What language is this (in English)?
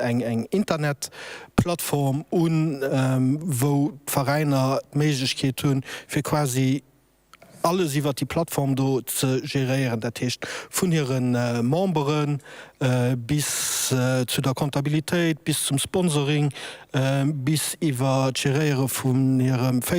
Luxembourgish